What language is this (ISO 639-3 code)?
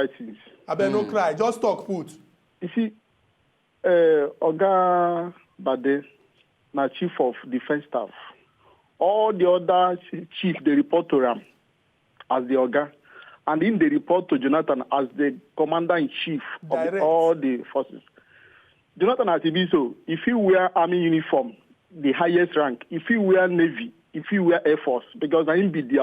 pcm